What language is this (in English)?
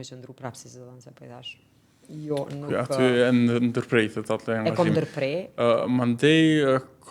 Albanian